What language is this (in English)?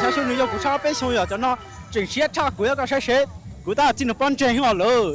Hmong